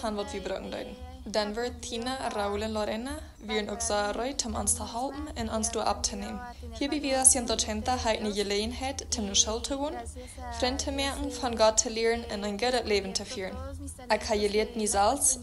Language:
Plautdietsch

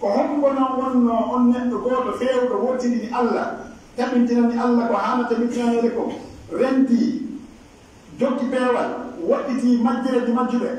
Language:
Pular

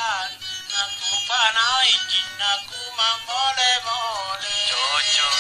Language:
Makasar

